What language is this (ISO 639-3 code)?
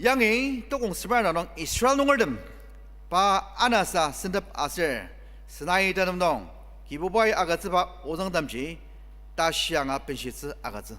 njo